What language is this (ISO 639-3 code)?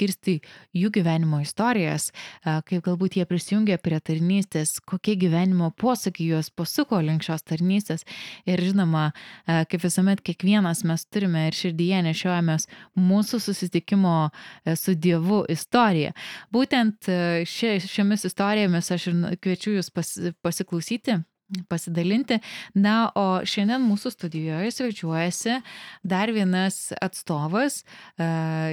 lit